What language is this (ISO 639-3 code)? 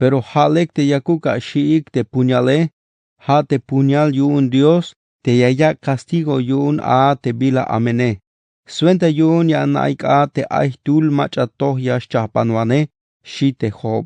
tzh